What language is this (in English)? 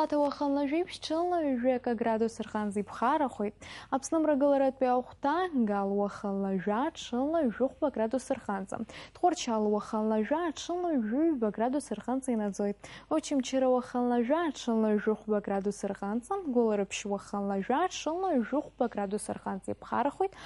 Abkhazian